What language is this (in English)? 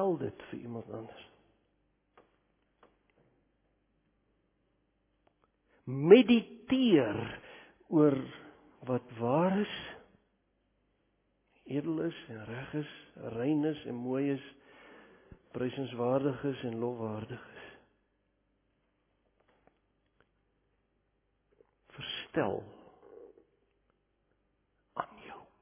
Afrikaans